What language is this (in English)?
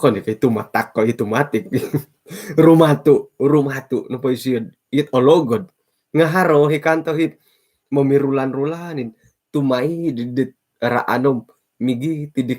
Central Dusun